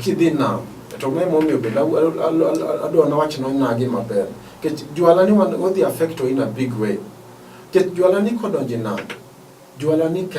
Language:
Luo (Kenya and Tanzania)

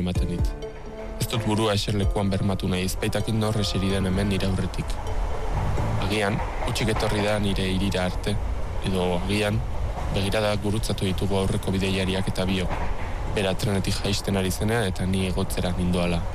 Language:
Basque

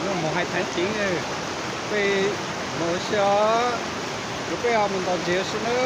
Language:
Hmong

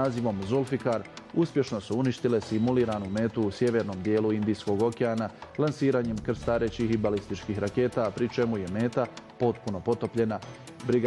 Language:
Bosnian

